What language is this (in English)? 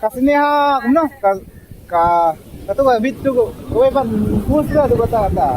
Khasi